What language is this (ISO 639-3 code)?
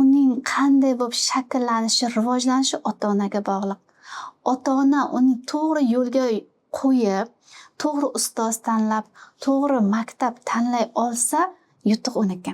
uzb